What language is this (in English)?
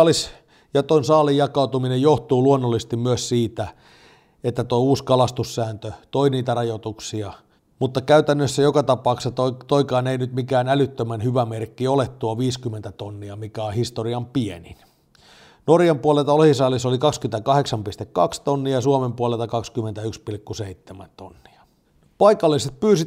Finnish